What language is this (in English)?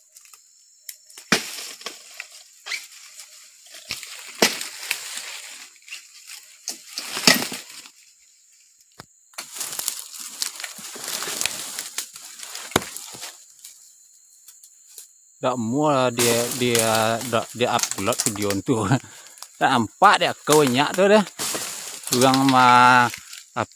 Malay